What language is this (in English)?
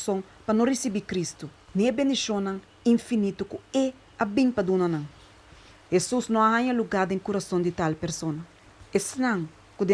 Papiamento